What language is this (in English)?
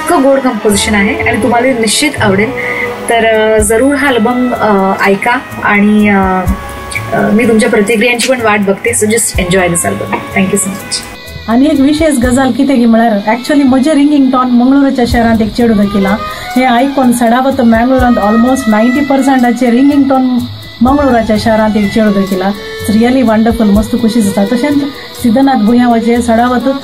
Konkani